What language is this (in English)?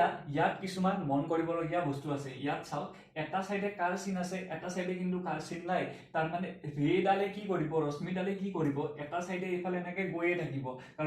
Assamese